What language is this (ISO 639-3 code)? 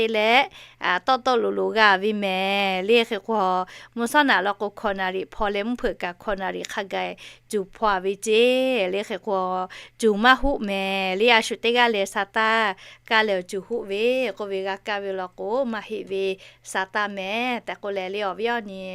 lhu